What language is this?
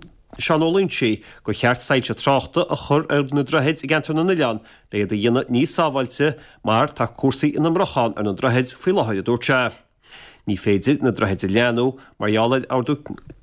Irish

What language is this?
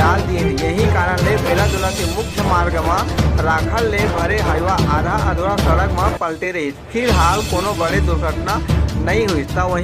Chhattisgarhi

